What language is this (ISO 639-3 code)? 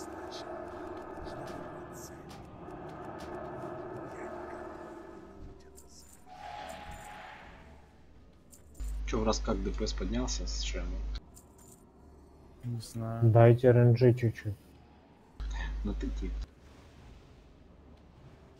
rus